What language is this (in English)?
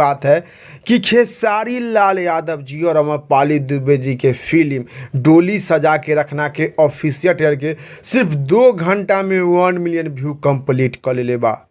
Bhojpuri